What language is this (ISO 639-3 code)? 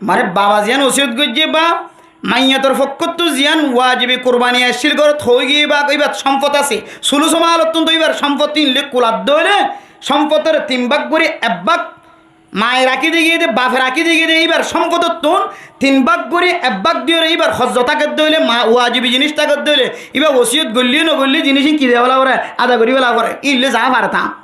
rhg